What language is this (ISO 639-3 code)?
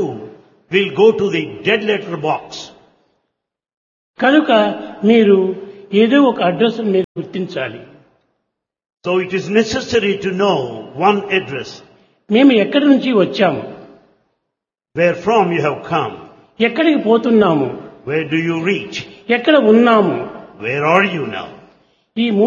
tel